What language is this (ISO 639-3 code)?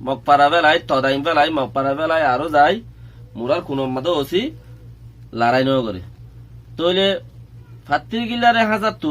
rhg